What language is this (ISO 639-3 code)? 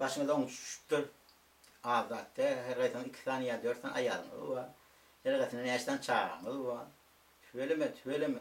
tuk